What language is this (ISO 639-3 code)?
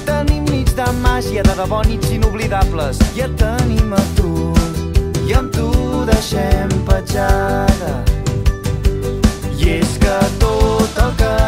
cat